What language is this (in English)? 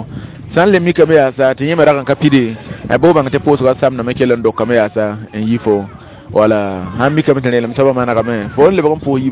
Mossi